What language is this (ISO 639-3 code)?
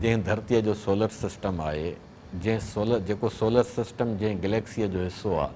snd